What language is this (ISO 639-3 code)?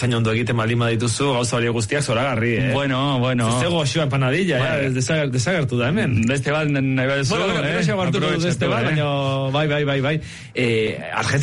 eus